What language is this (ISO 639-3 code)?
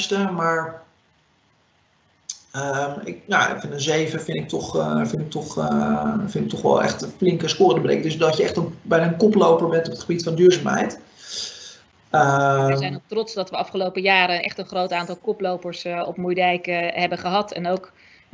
nld